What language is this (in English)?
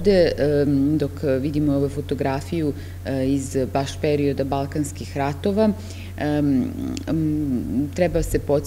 Serbian